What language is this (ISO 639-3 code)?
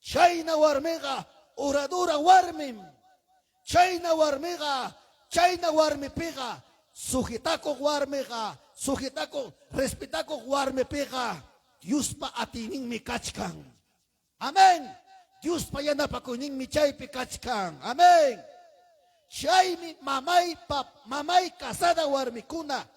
quy